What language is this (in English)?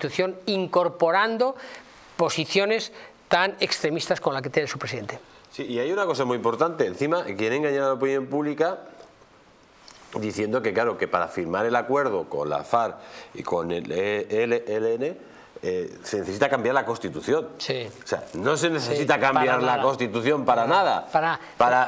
Spanish